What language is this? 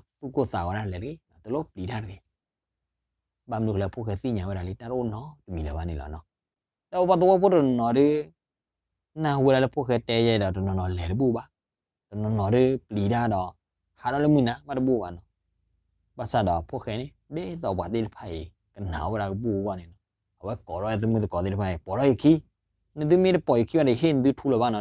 S'gaw Karen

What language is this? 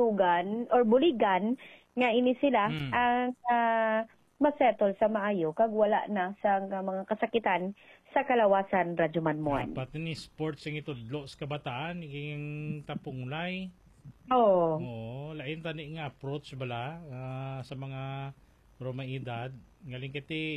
Hiligaynon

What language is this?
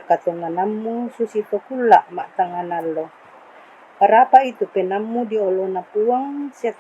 Toraja-Sa'dan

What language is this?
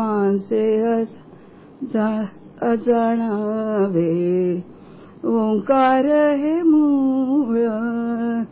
Marathi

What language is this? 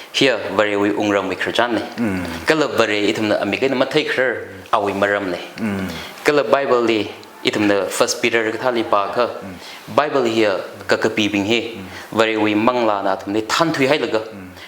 Tangkhul Naga (India)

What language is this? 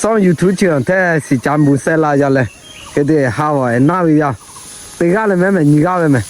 Lahu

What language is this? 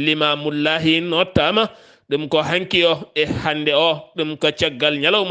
Fula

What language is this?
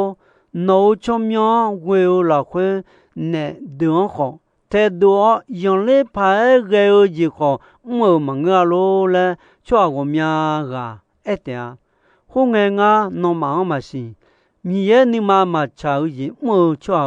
Akha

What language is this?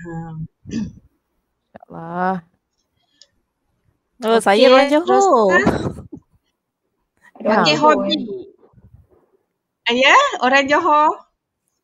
Malay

